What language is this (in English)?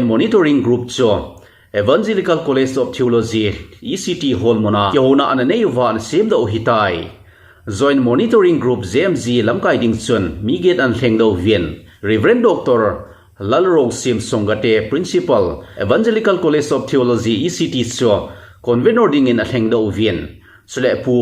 Thado Chin